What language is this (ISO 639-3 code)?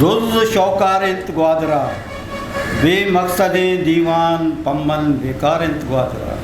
bgp